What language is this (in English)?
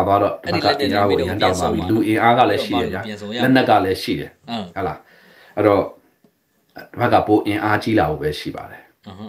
Burmese